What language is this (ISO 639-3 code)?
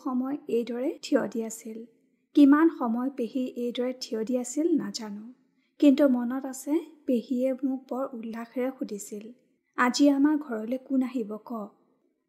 asm